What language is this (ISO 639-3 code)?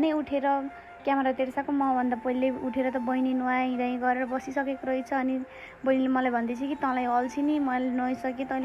nep